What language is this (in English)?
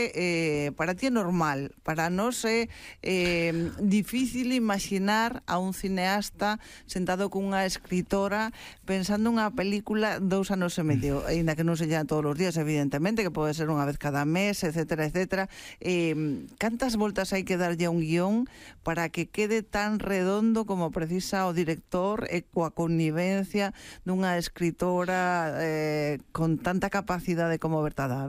Galician